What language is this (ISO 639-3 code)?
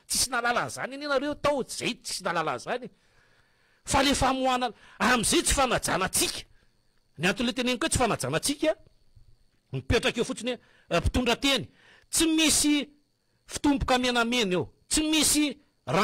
mlg